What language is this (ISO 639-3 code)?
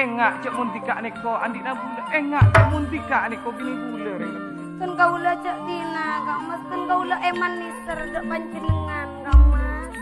mad